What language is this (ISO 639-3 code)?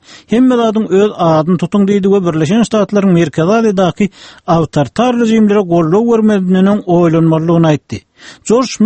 tuk